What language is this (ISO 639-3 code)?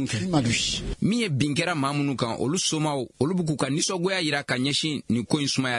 bam